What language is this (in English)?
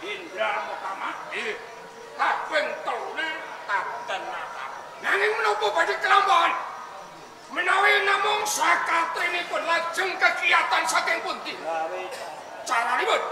Javanese